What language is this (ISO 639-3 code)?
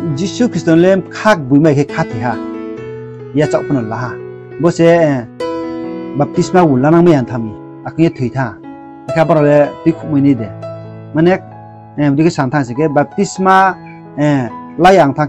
ria